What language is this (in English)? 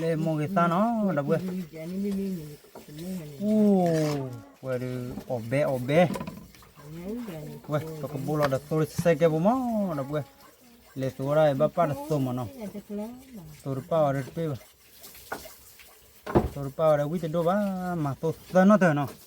S'gaw Karen